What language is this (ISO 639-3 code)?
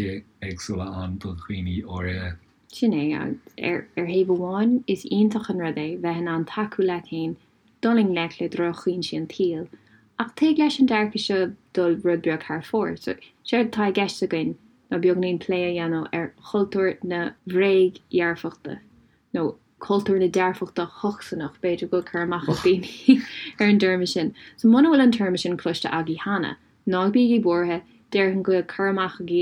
gle